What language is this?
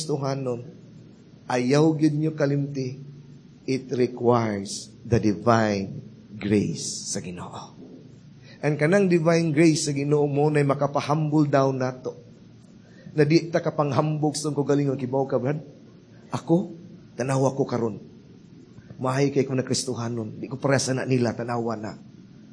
Cebuano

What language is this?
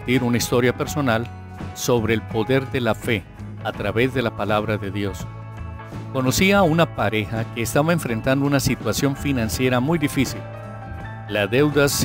Spanish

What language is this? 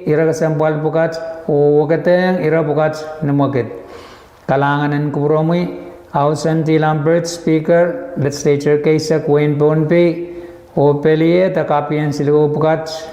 Pohnpeian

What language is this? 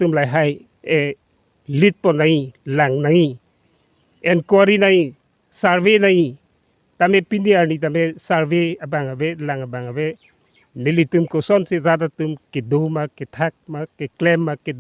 Karbi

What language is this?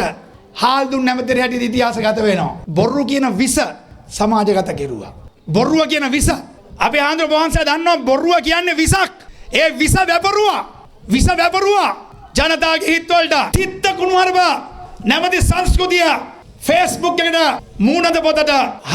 Sinhala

